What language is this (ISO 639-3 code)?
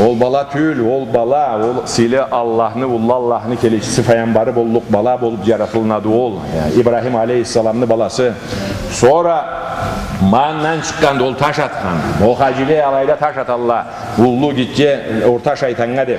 krc